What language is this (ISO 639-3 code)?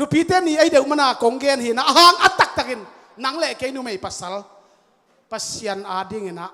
ctd